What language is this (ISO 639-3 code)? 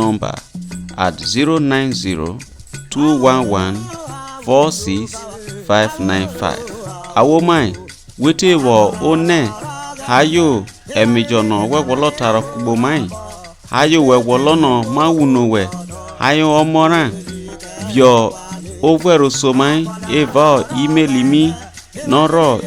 iso